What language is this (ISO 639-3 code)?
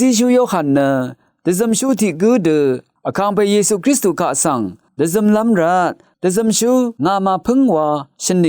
raw